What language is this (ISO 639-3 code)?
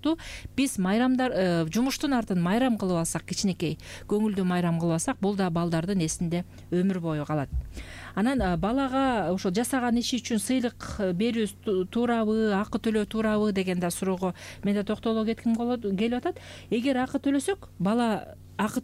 kir